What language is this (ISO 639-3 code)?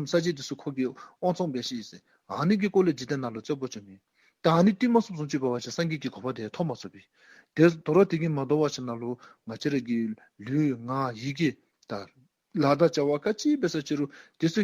dzo